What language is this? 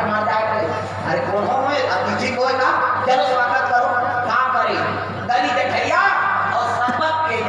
Chhattisgarhi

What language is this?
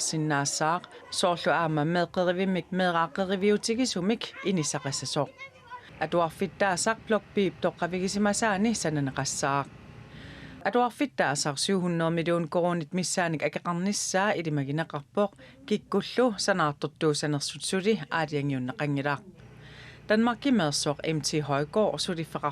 Kalaallisut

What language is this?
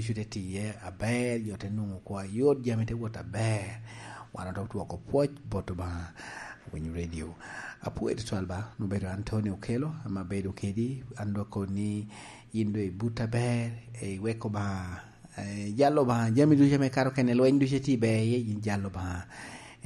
Lango (Uganda)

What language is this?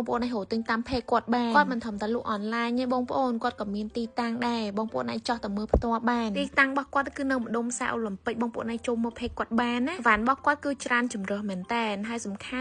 Khmer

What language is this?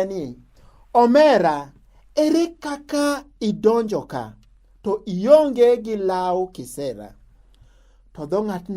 Luo (Kenya and Tanzania)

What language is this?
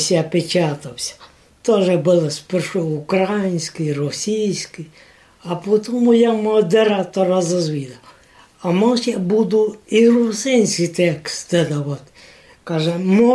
Rusyn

